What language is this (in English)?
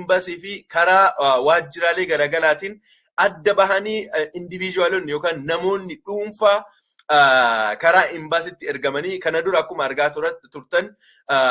Oromo